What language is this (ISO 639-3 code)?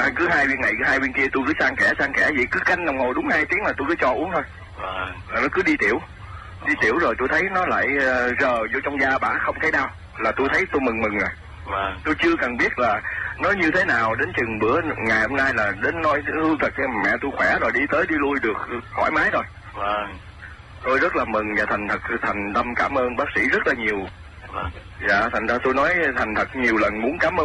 vie